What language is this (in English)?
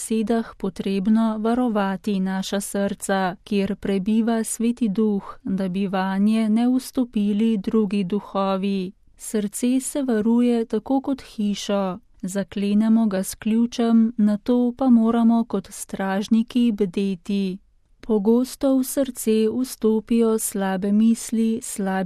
Slovenian